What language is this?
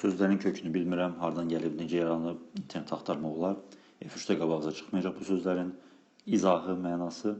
Azerbaijani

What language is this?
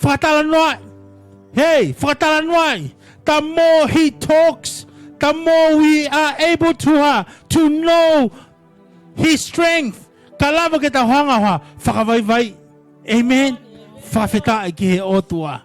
Tongan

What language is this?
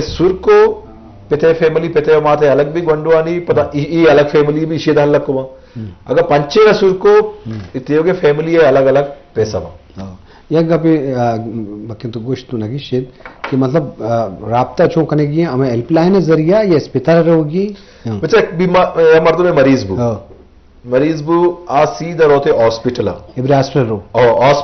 Eastern Balochi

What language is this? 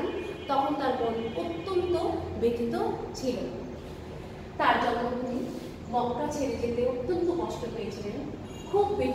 Bangla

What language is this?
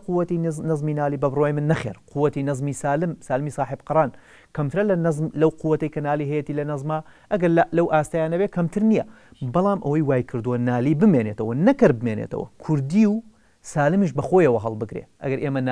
Central Kurdish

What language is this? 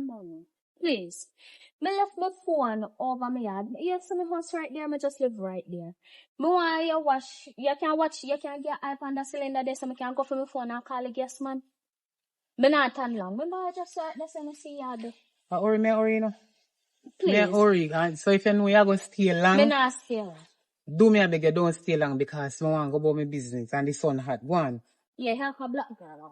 Jamaican Creole English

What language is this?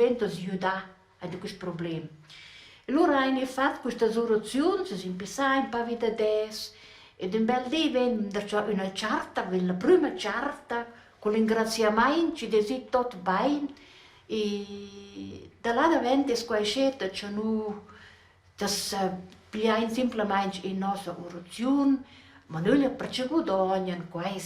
Romansh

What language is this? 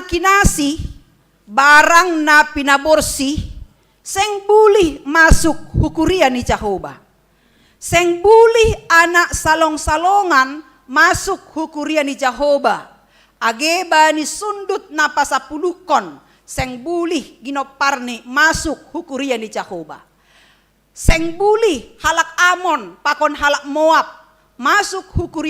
Batak Simalungun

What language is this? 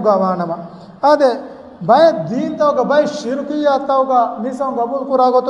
Divehi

